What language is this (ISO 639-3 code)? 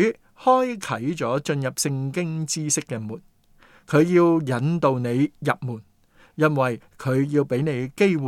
yue